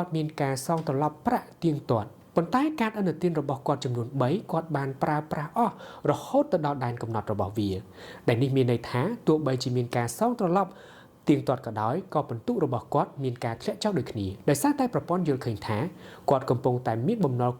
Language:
Khmer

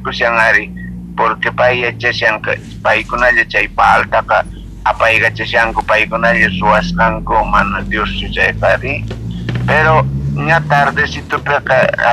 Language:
South Bolivian Quechua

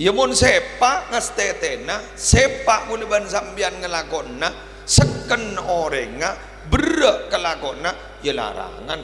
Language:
Madurese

